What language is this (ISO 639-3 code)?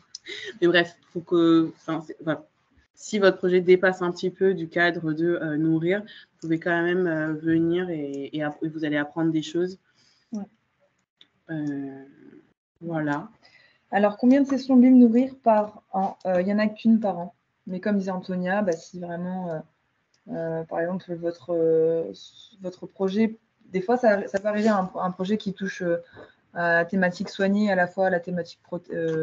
fra